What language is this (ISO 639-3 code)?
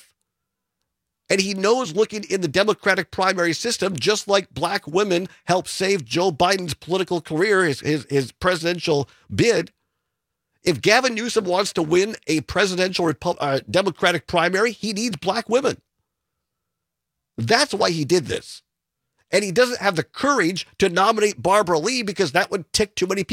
eng